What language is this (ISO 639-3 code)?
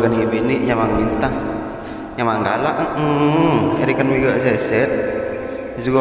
mad